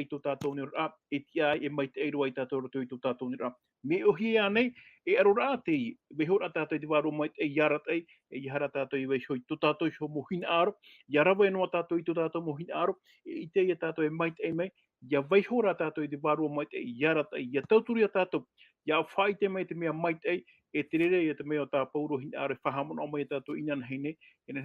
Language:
Tahitian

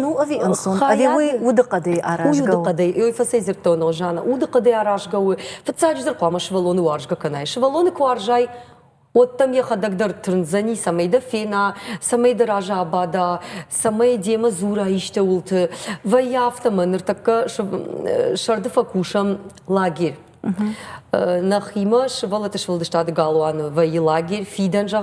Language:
Ossetic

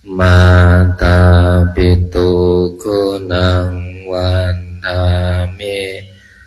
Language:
Pali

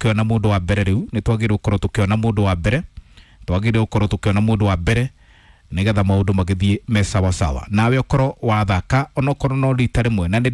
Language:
Kikuyu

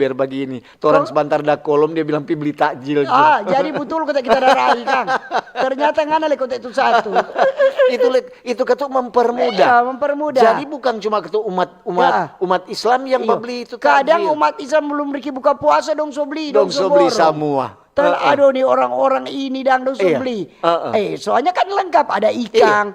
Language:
Manado Malay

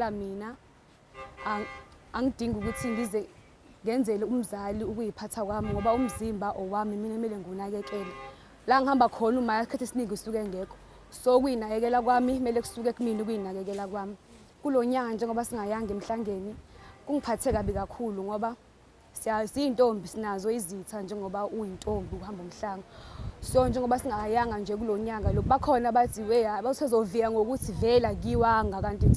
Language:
Zulu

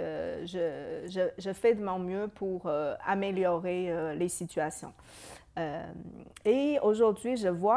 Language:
French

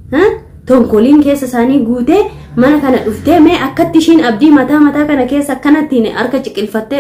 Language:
Oromo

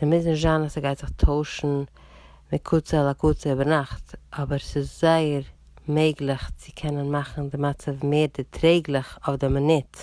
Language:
Yiddish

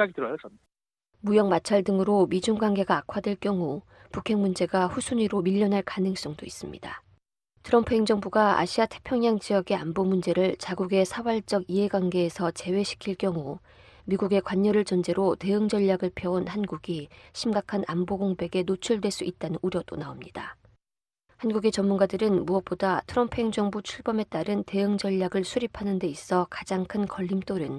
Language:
Korean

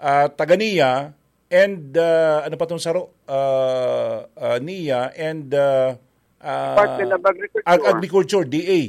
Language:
Bikol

